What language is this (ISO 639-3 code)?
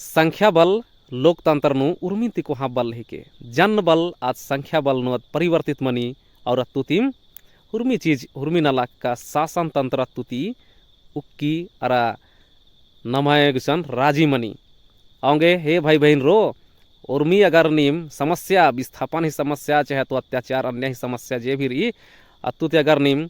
kru